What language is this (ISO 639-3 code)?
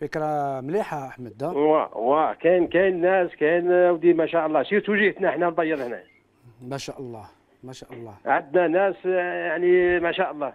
arq